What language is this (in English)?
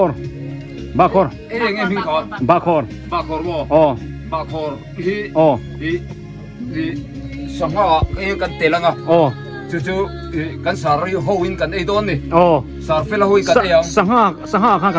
Biete